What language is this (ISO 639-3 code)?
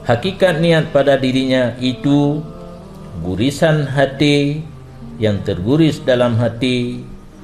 ace